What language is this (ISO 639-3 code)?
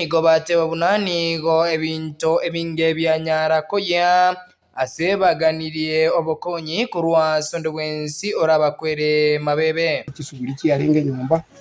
guz